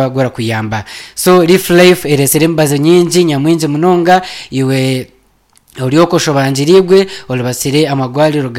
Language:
Nyankole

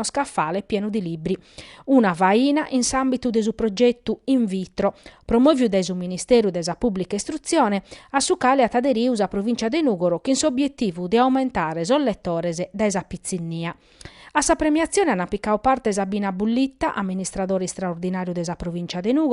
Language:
Sardinian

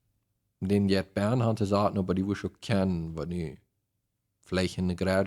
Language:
Plautdietsch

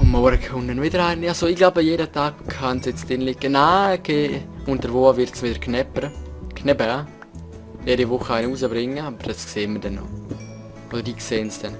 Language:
Swiss German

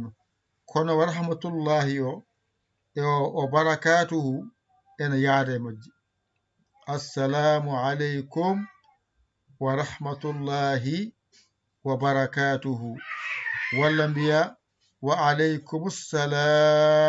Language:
Fula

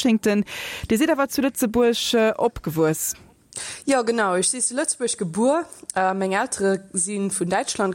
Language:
Luxembourgish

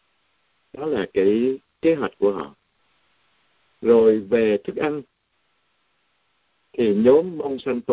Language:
Vietnamese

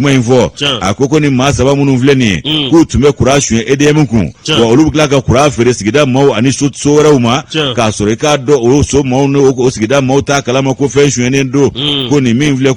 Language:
Bambara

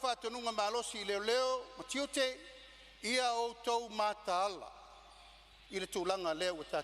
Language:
Samoan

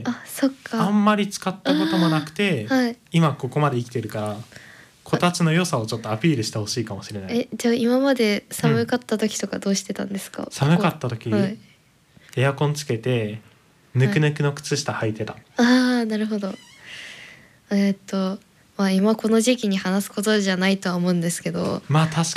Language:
Japanese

